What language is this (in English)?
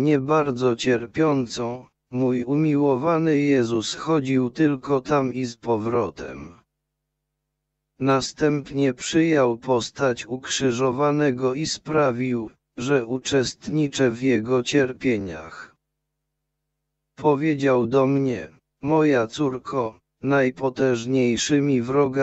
Polish